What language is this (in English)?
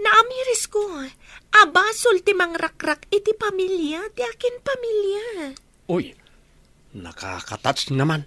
Iloko